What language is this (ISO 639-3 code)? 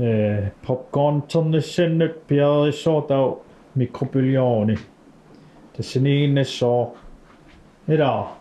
kal